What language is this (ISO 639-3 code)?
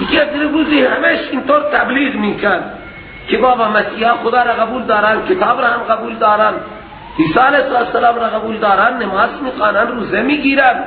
fas